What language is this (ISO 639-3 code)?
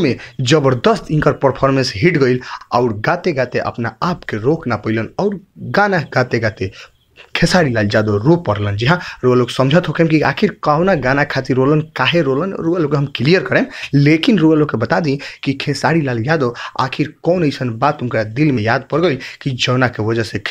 bho